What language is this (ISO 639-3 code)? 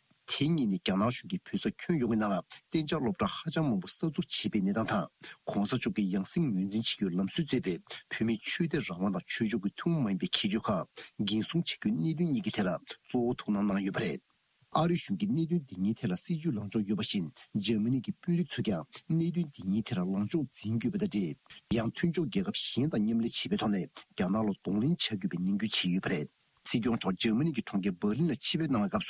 bod